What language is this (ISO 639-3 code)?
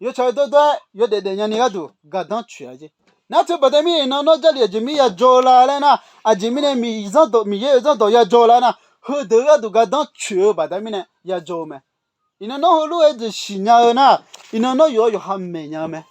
ahk